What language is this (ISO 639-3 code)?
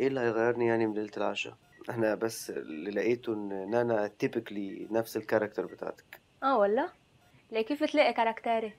apc